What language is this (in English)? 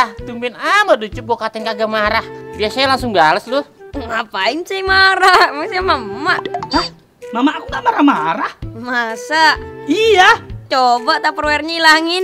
Betawi